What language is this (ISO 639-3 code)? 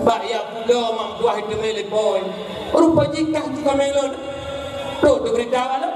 ace